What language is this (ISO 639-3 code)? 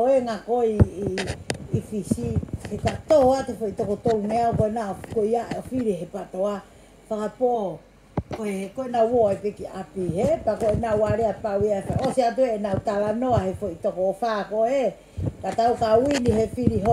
ton